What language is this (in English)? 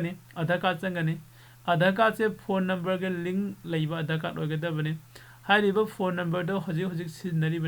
Manipuri